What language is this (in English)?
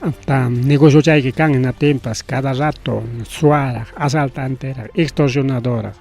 Ayacucho Quechua